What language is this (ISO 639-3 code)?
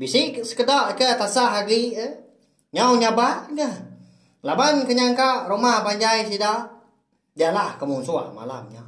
iba